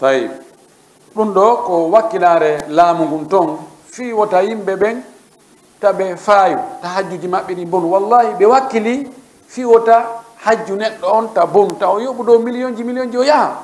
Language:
Fula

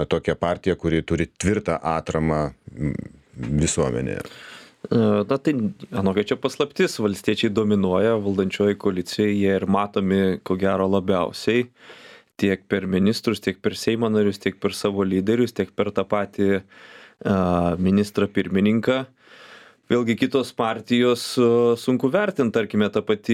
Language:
Lithuanian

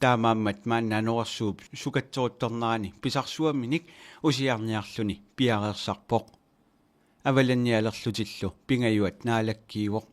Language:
Kalaallisut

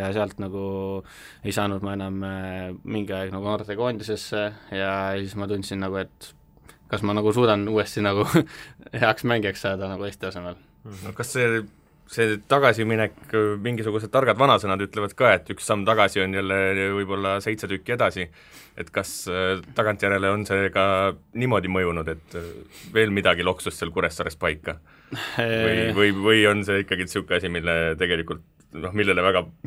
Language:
Estonian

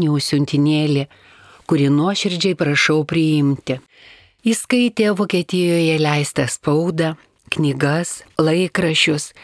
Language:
Lithuanian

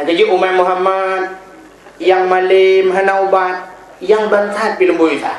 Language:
Achinese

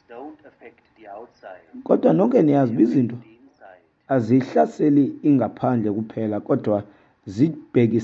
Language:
Xhosa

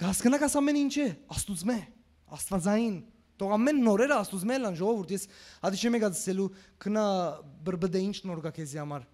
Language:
Western Armenian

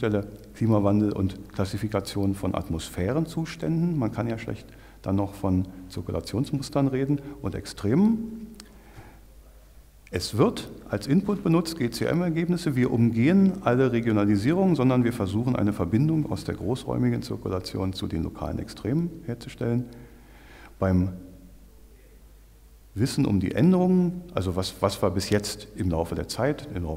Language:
German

